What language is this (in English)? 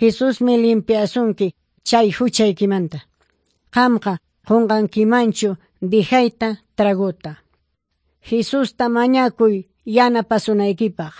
Ayacucho Quechua